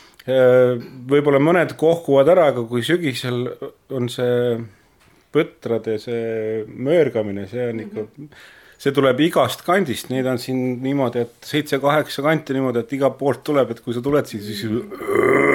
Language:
Estonian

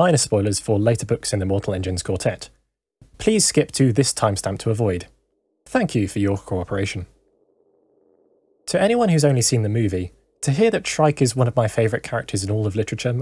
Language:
English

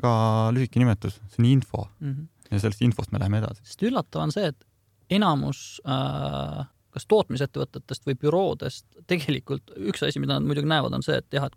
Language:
Estonian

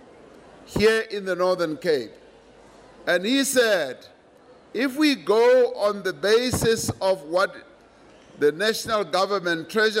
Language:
English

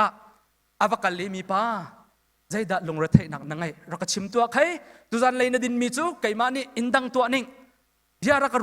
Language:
Hakha Chin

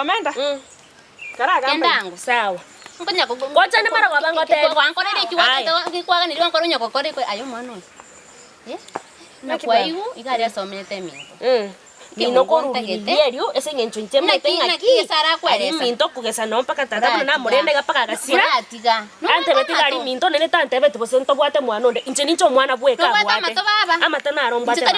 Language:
Gusii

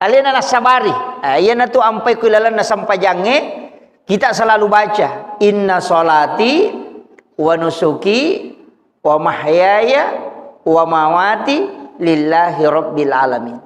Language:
Buginese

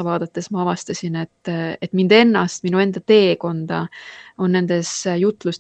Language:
Estonian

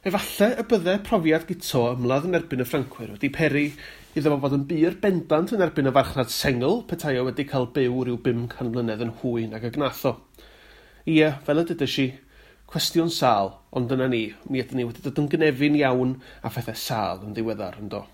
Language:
Welsh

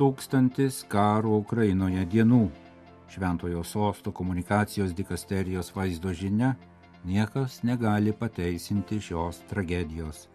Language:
Lithuanian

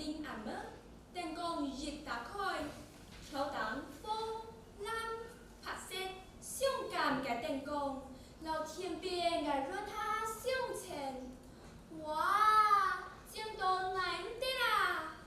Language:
Hakka Chinese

